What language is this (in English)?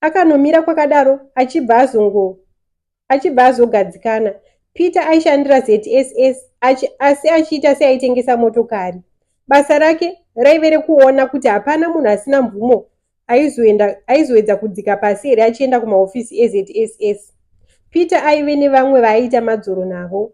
Shona